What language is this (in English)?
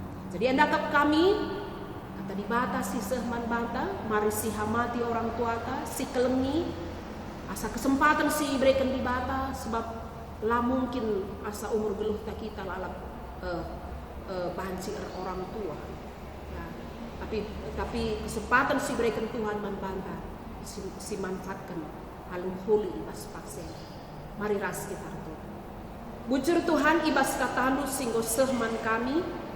Batak Karo